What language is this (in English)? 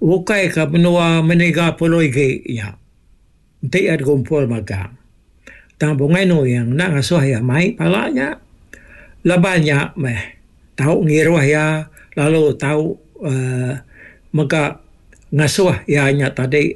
Iban